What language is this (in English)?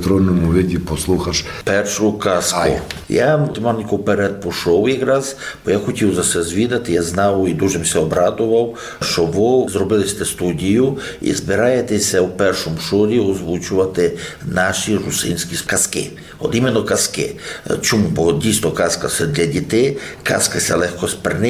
Rusyn